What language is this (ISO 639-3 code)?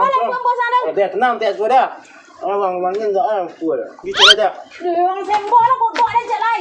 min